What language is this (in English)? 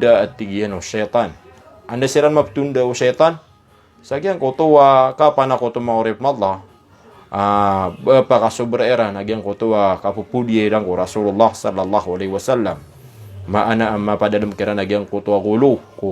Maranao